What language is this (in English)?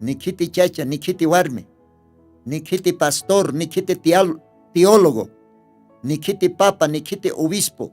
Aymara